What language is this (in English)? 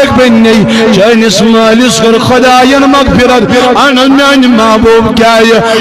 Kashmiri